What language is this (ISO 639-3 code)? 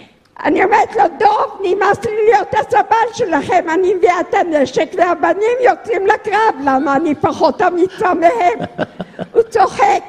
heb